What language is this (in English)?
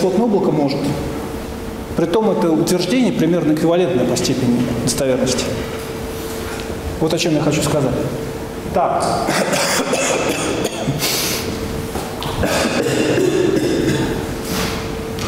Russian